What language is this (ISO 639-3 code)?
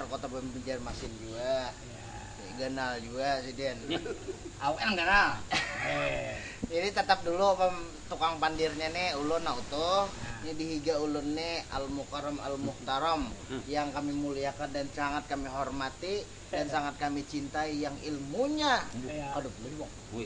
bjn